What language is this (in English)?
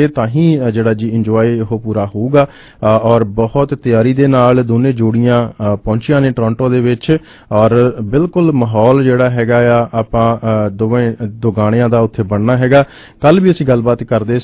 Punjabi